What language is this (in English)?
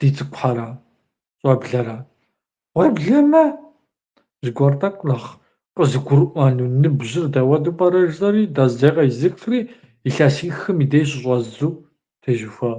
Kabardian